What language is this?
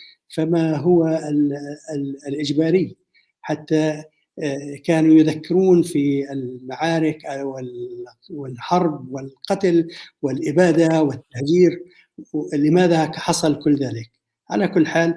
North Levantine Arabic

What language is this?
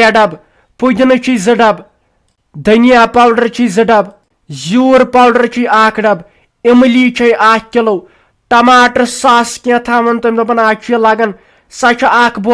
Kashmiri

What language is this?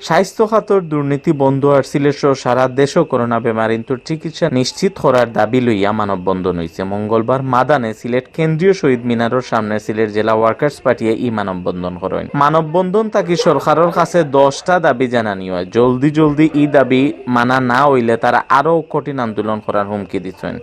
Sylheti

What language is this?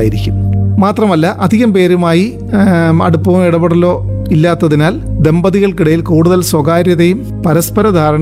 Malayalam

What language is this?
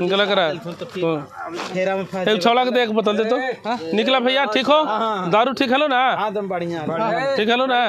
Magahi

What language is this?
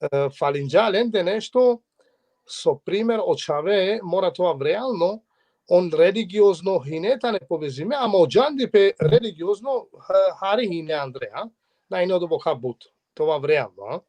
Balkan Romani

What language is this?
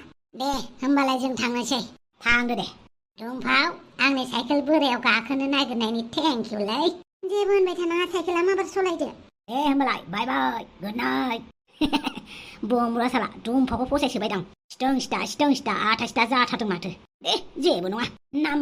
Bodo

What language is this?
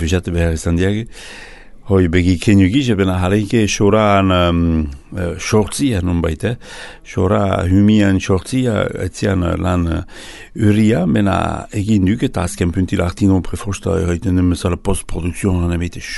Basque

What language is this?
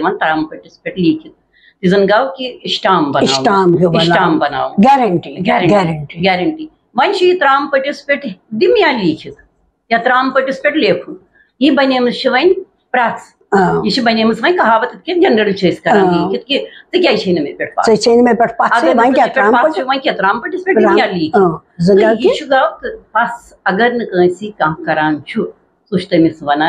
Kashmiri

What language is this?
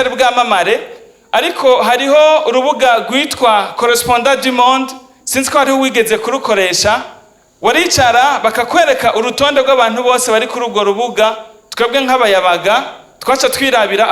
Rundi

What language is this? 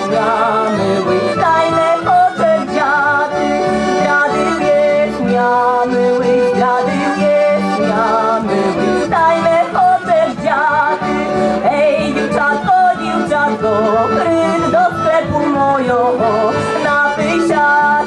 Rusyn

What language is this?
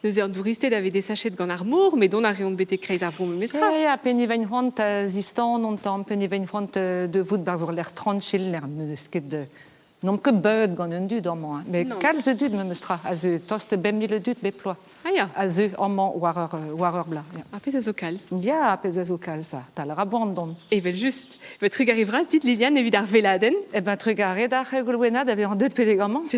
Breton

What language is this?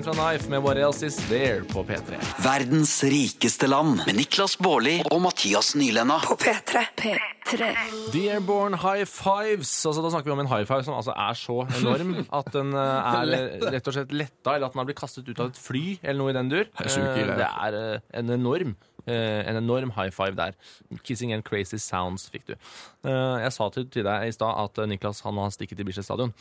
Norwegian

